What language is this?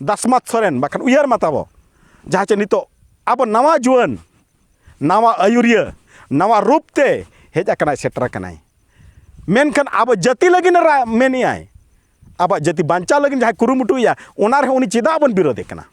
Santali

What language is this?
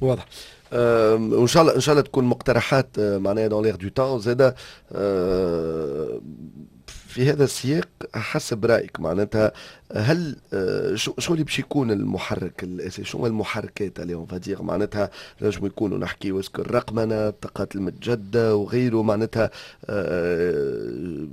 Tunisian Arabic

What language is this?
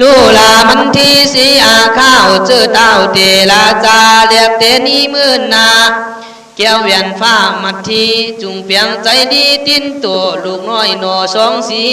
Khün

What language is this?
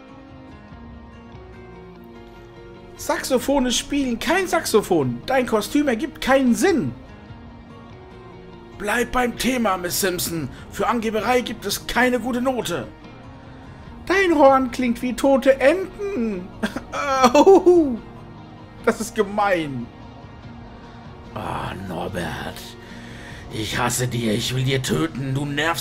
German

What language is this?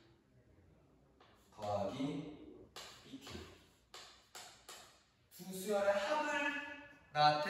Korean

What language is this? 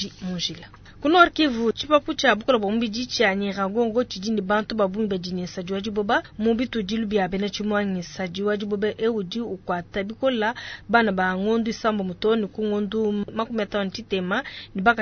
Luba-Lulua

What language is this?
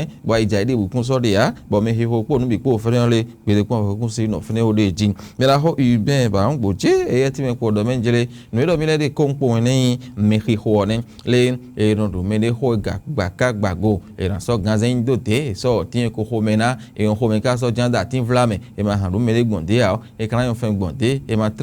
Fon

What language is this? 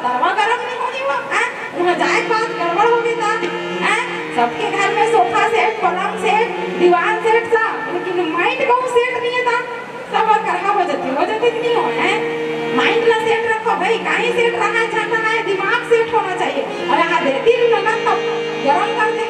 Chhattisgarhi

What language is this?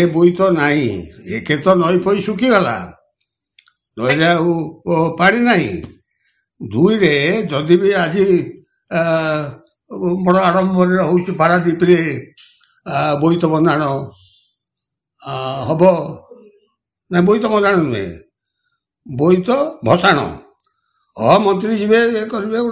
Odia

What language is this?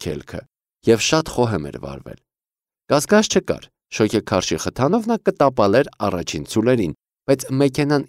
Armenian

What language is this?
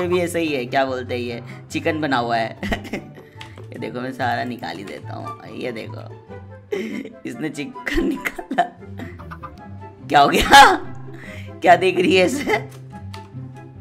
Hindi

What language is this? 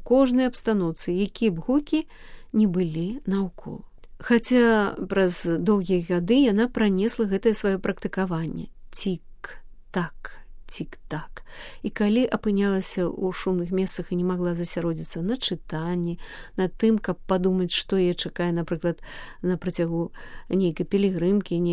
Belarusian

